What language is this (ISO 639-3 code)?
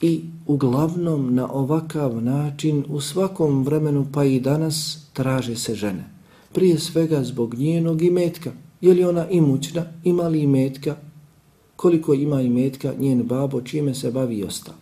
bos